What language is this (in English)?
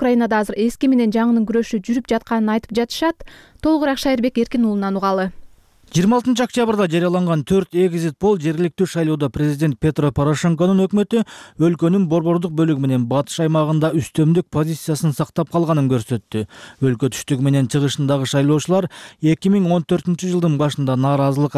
Kyrgyz